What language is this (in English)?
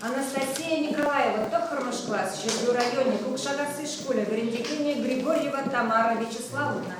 Chuvash